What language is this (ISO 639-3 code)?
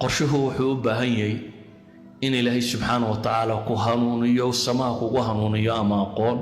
som